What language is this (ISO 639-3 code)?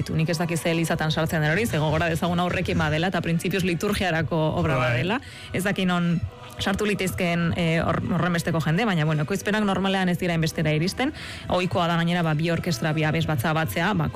eus